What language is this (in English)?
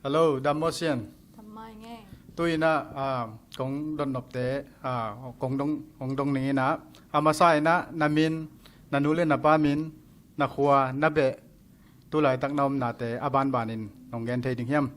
Tedim Chin